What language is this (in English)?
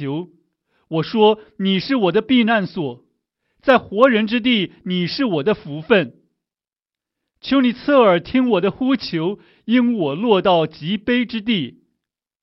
Chinese